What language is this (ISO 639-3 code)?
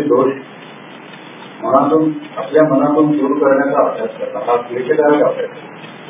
mar